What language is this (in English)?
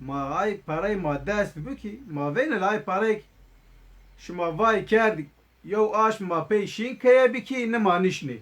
Zaza